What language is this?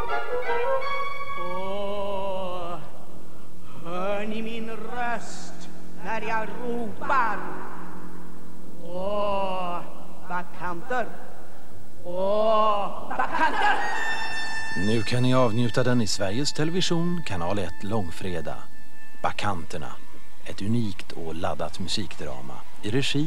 Swedish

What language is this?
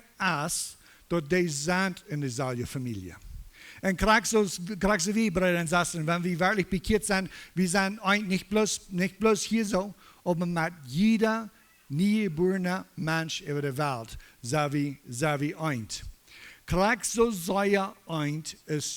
Plautdietsch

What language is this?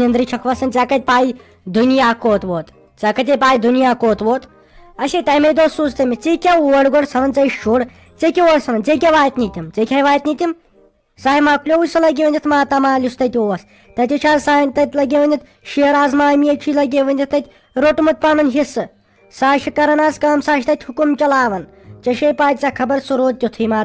Kashmiri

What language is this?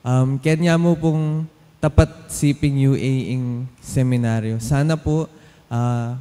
Pampanga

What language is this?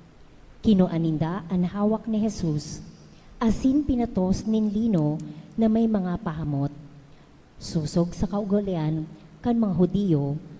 Bikol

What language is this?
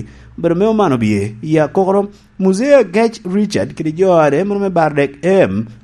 Lango (Uganda)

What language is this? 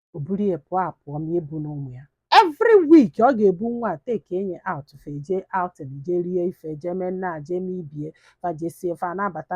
Igbo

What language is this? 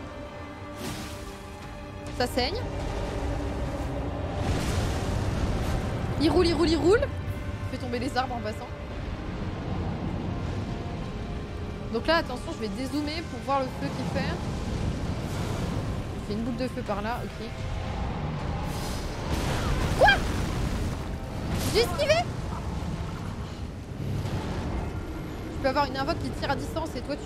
French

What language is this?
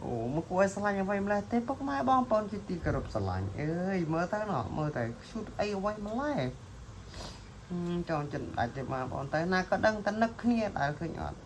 Khmer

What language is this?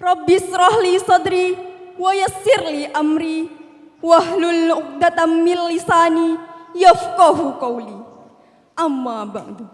Madurese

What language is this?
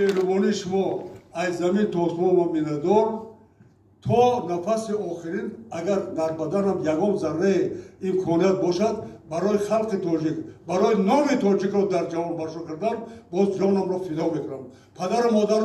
Tajik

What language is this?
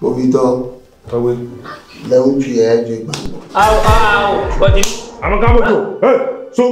Ewe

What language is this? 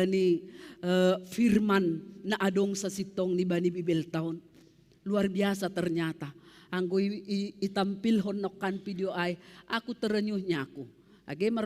Batak Simalungun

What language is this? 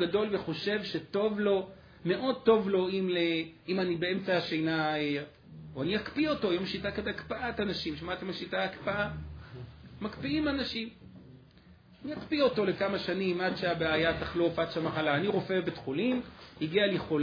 Hebrew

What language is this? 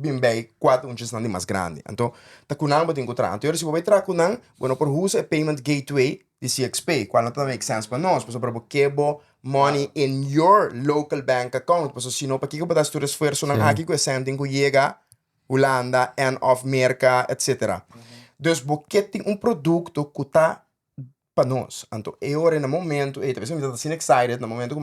Papiamento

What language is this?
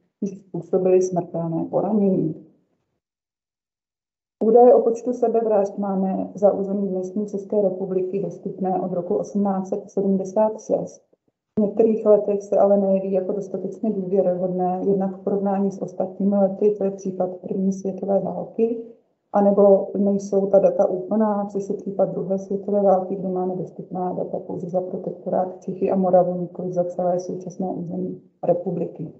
Czech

